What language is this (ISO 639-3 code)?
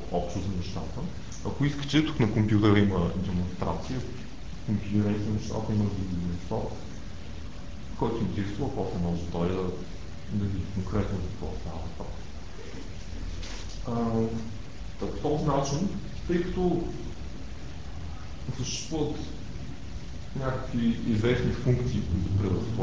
bul